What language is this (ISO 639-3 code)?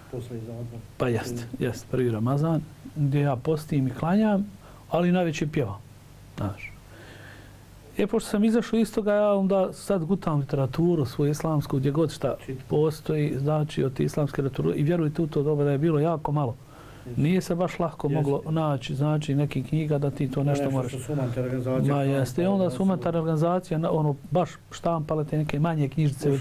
bos